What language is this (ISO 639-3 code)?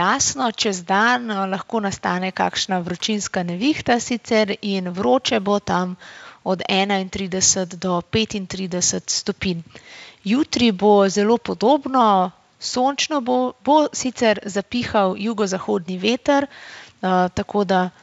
slv